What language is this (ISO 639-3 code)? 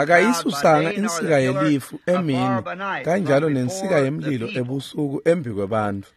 ssw